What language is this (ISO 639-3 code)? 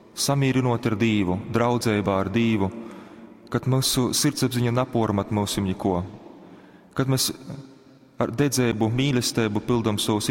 ltg